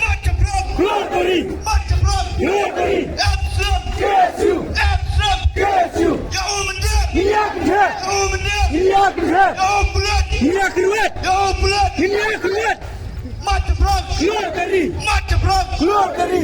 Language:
Khasi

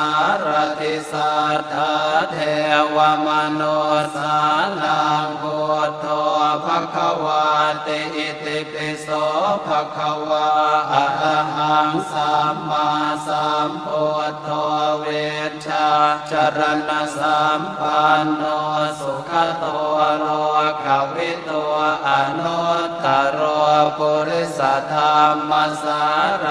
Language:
Pali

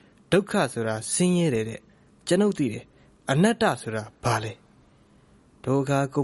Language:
Burmese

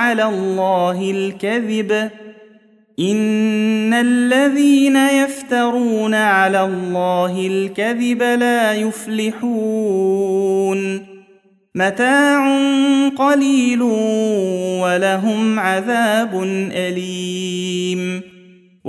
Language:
Arabic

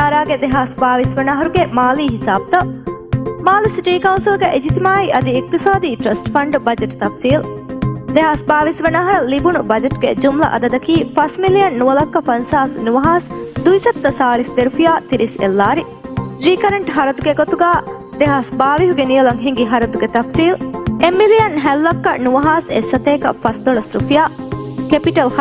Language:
Divehi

